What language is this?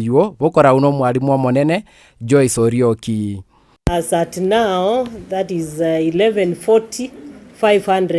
Gusii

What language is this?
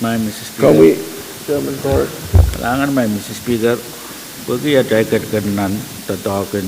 Pohnpeian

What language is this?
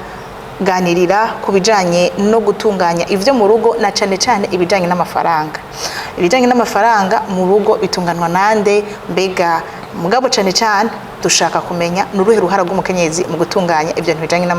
Rundi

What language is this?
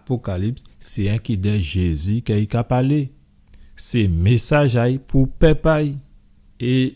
Guadeloupean Creole French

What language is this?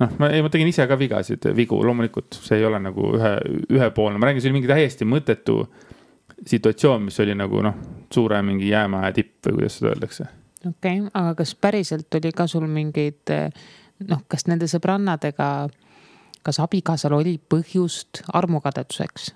Estonian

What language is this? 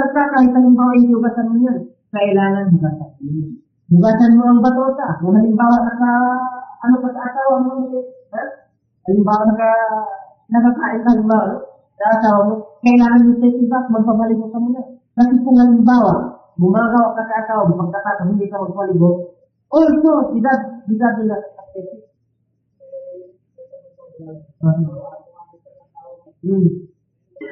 Filipino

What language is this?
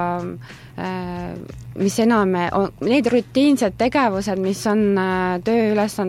Estonian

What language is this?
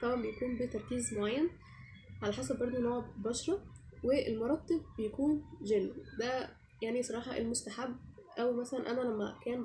Egyptian Arabic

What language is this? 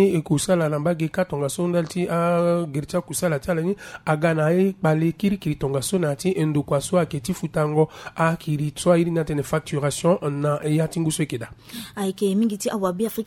Sango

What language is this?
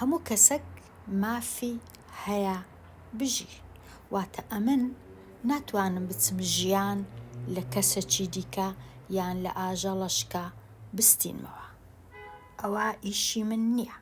Central Kurdish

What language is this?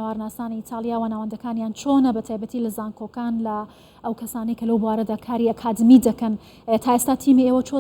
Central Kurdish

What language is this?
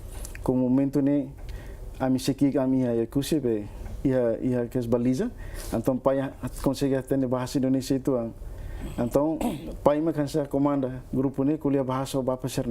Tetum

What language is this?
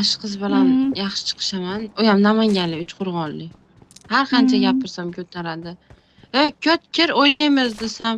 Uzbek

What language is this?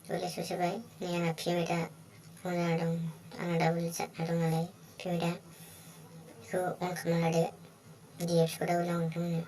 Bodo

